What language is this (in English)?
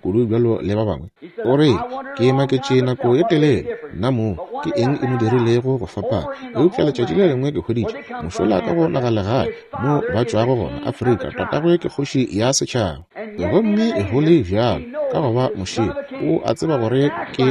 Northern Sotho